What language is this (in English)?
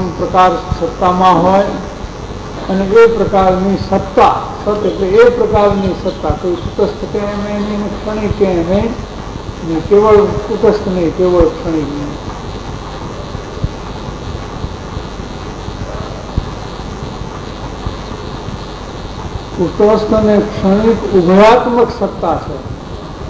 Gujarati